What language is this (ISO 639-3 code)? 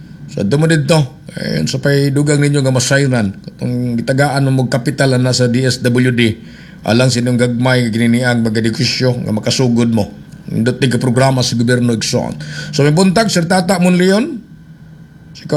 ceb